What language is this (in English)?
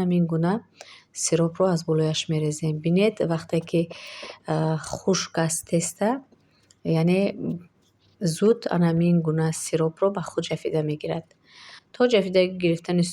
Tajik